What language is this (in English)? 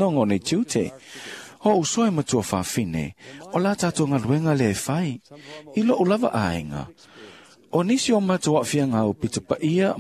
Samoan